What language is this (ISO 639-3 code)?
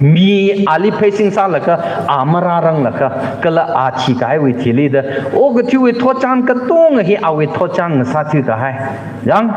nmf